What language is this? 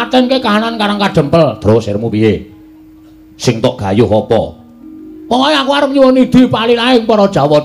Javanese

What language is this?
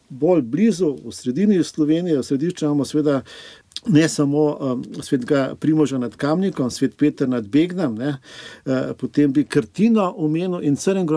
Slovenian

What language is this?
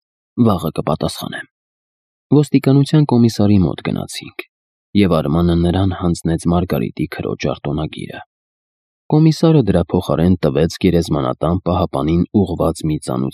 Armenian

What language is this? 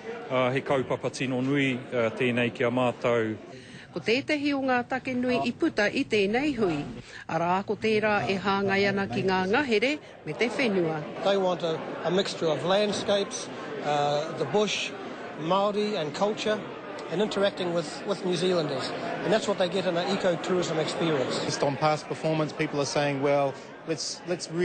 Māori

